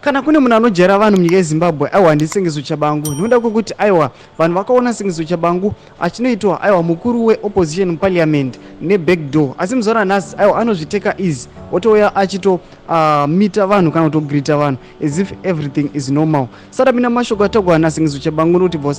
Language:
Shona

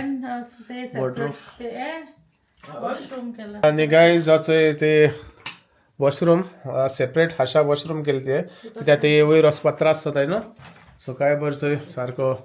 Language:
Konkani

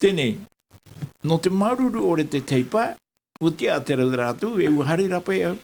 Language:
Tahitian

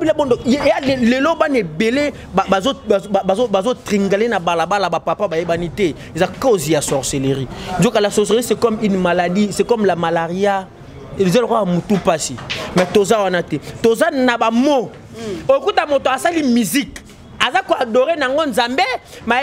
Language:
Lingala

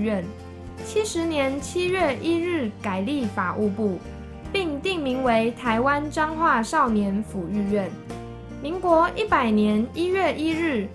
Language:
Chinese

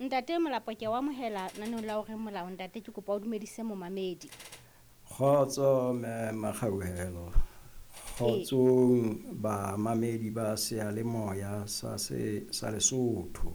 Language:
Southern Sotho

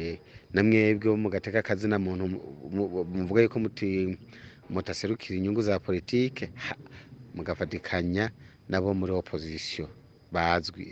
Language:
Rundi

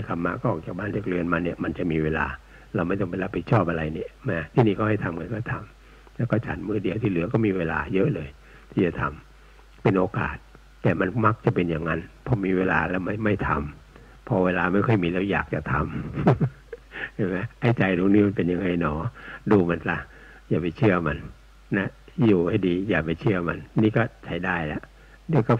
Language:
Thai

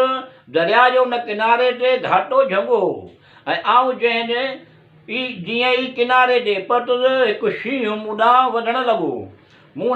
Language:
Sindhi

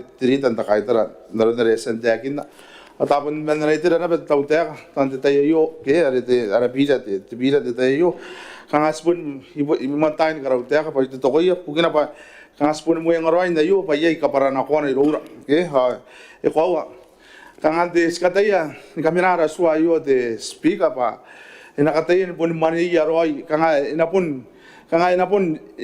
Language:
Gilbertese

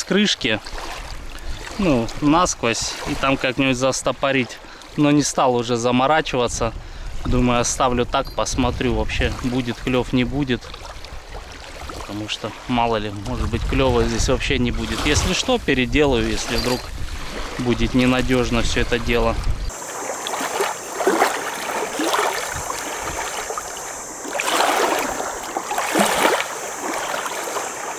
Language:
Russian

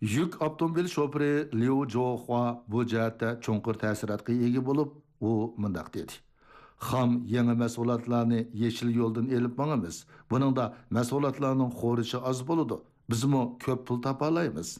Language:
Uyghur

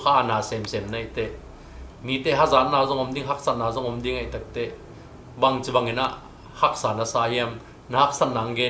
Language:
Tedim Chin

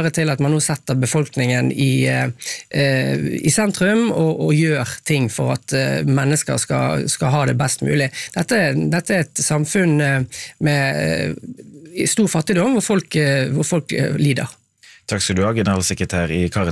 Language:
Norwegian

